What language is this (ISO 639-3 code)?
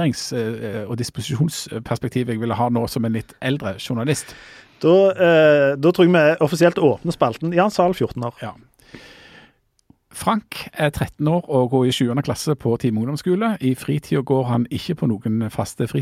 nor